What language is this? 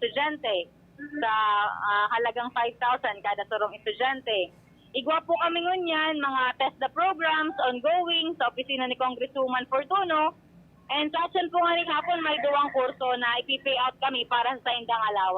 Bikol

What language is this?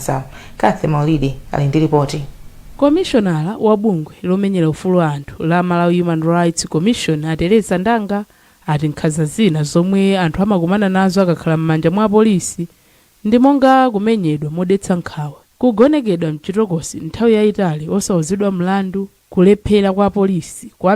Nyanja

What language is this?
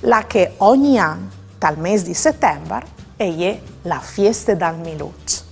Friulian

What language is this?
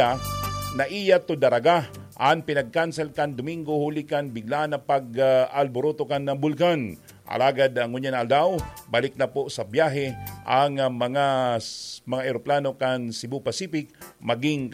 Bikol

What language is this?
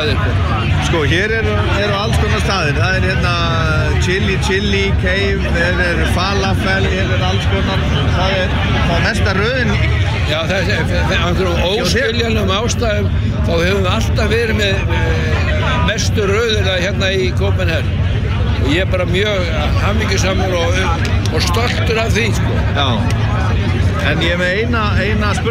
Icelandic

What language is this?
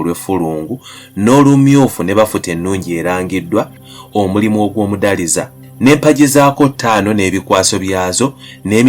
Ganda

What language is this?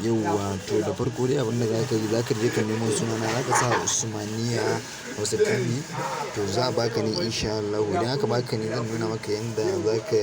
Hausa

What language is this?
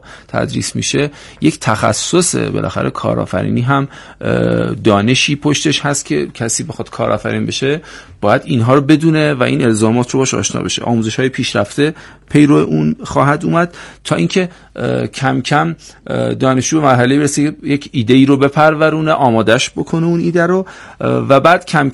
Persian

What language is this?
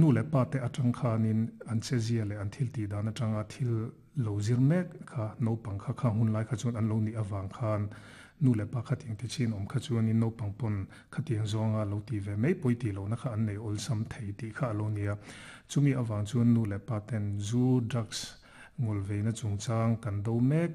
Mizo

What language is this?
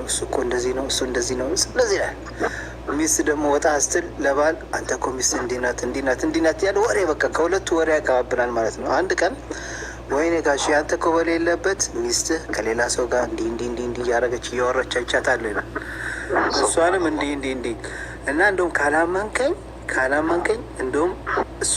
Amharic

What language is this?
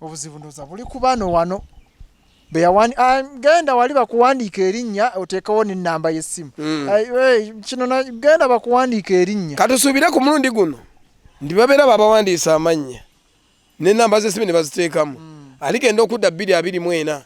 Ganda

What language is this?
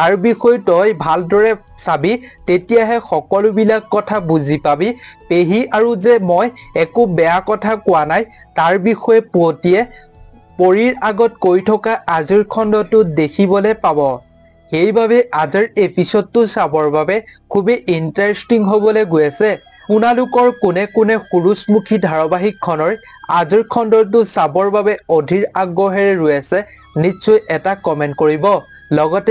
Assamese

